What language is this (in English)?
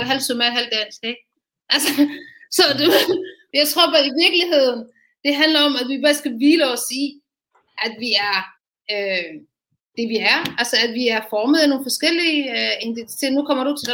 Danish